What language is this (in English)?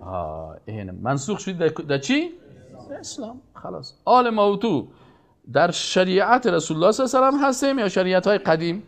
Persian